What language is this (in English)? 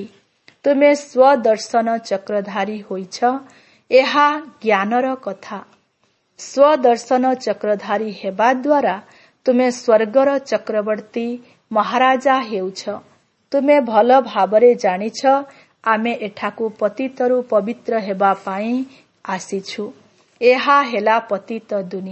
Odia